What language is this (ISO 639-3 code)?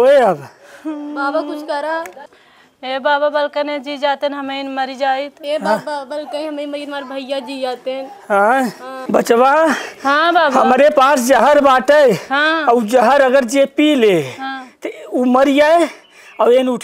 awa